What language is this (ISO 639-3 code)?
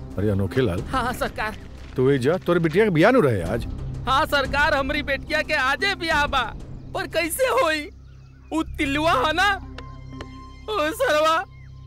bho